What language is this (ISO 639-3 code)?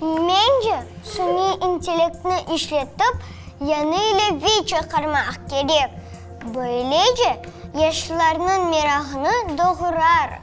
crh